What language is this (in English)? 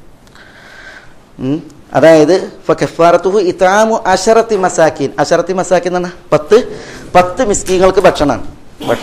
Malayalam